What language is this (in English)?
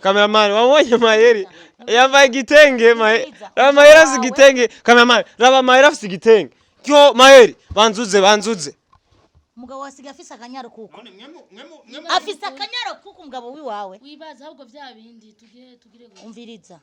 Rundi